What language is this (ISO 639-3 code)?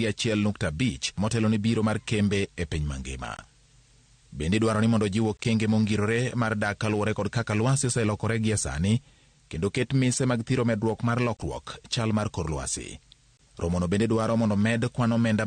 luo